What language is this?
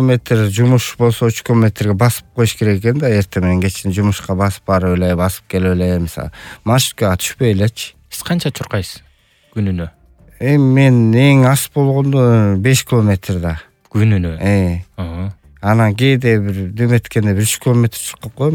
Kyrgyz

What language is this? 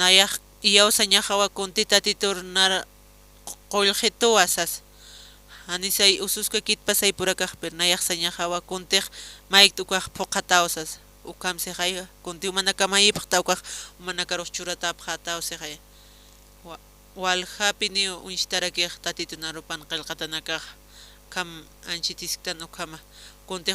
Aymara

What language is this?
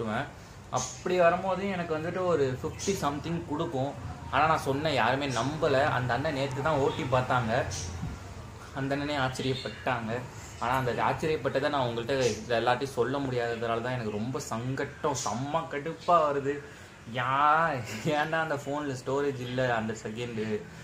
Tamil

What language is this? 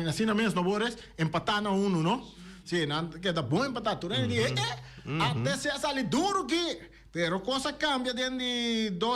Papiamento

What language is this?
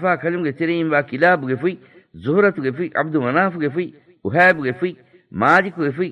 Divehi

